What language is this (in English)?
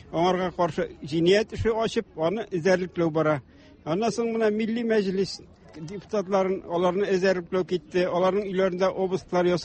Tatar